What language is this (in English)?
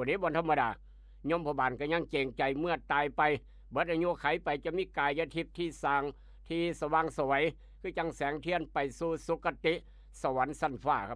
Northeastern Thai